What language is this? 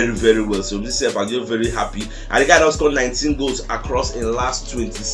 Nigerian Pidgin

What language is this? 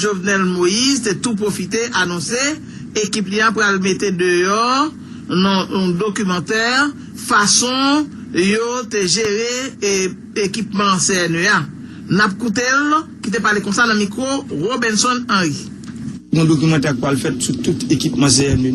Haitian Creole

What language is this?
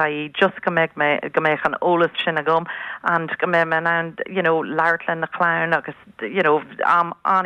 Irish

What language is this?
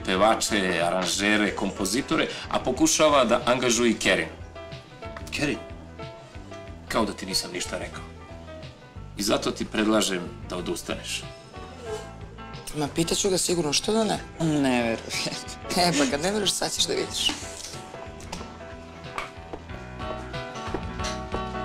Serbian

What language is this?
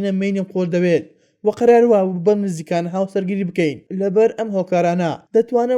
Central Kurdish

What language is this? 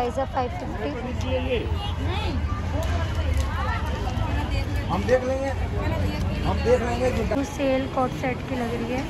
Hindi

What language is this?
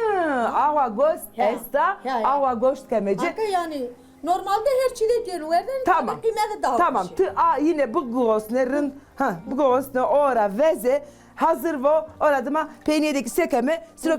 Zaza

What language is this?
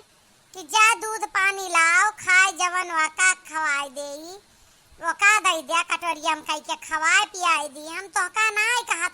Awadhi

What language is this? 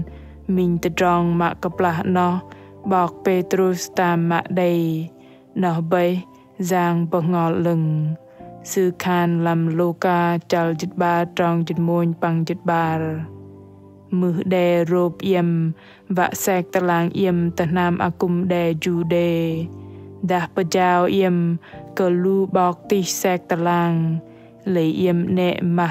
Bahnar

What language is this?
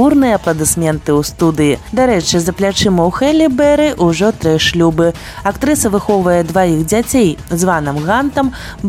Belarusian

